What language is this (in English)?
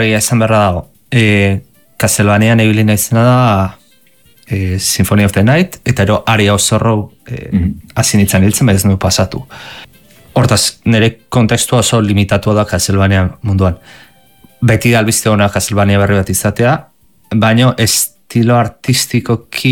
Basque